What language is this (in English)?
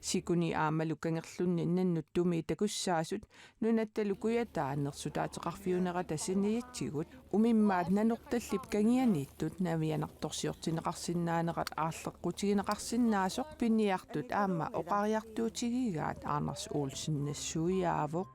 Kalaallisut